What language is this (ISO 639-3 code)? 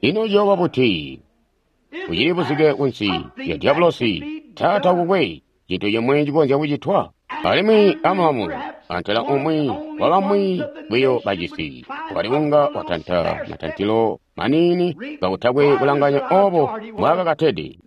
toi